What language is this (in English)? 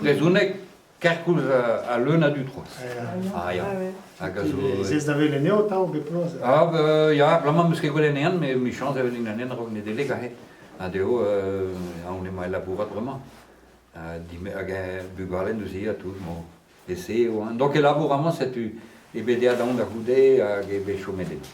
Breton